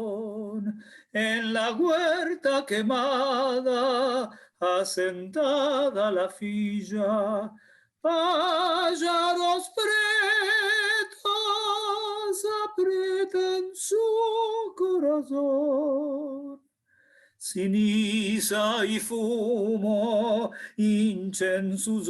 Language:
Ladino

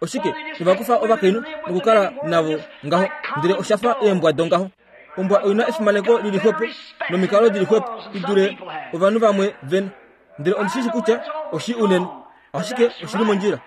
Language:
Kuanyama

